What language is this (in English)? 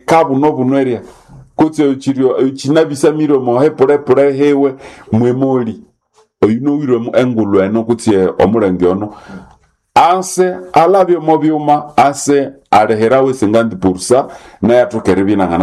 Nande